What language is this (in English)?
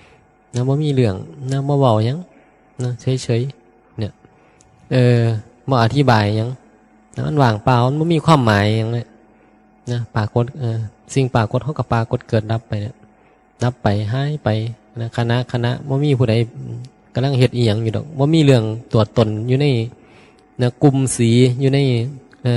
Northeastern Thai